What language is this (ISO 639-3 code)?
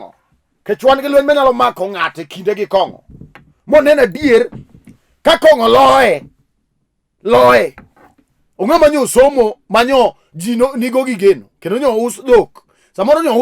luo